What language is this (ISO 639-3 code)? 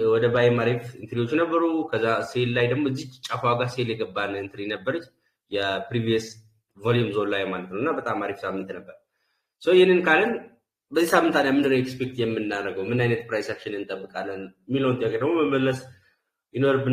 amh